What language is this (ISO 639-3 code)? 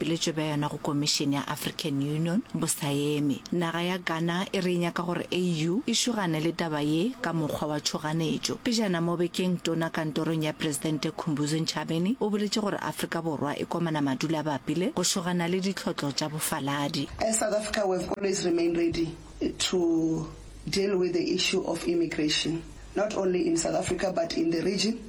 nso